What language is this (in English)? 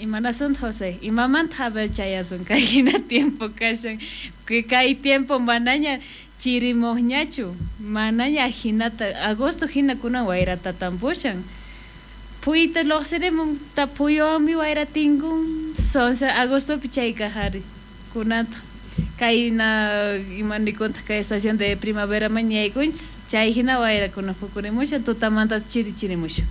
South Bolivian Quechua